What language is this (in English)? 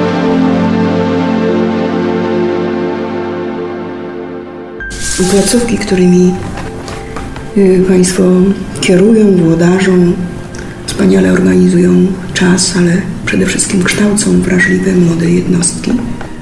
Polish